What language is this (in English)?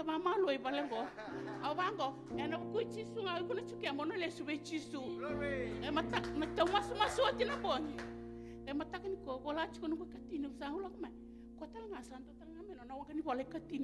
Fijian